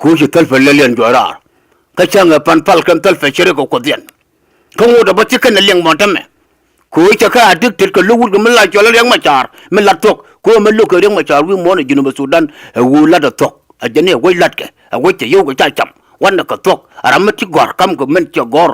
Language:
Nuer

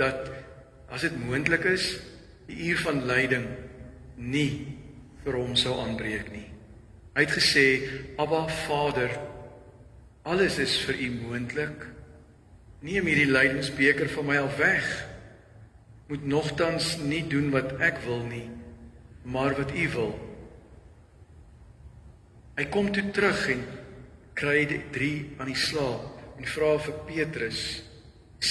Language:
Afrikaans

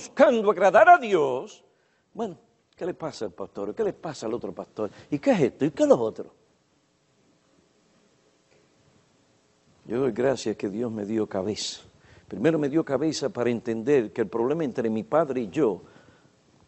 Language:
Spanish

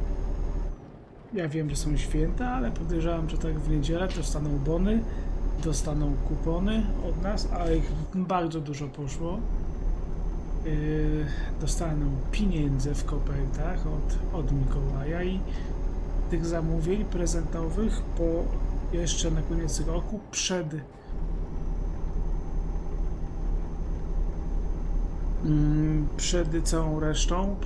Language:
Polish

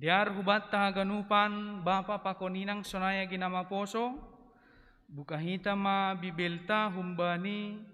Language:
Batak Simalungun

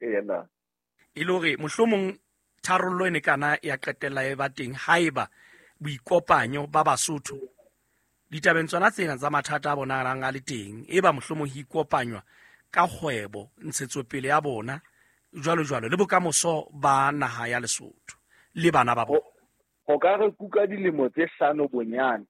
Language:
Southern Sotho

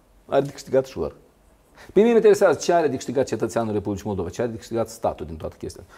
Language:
Romanian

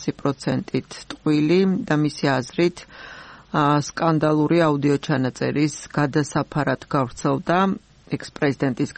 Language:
Georgian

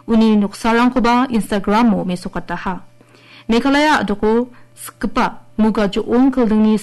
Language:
Garo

